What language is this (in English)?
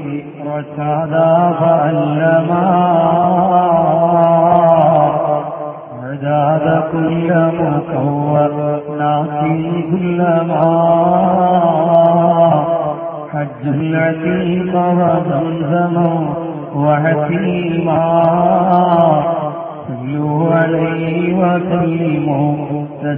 Malayalam